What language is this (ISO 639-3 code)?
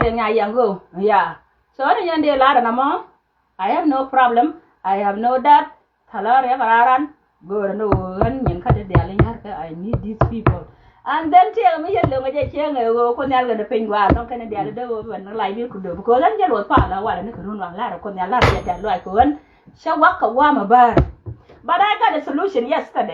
nus